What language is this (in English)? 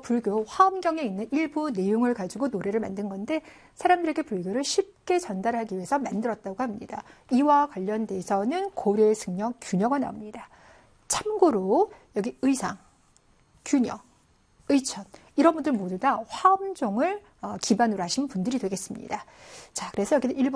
Korean